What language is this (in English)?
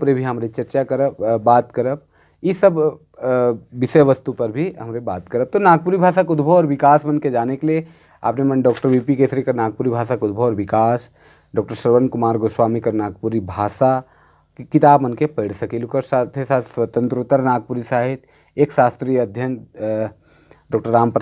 Sadri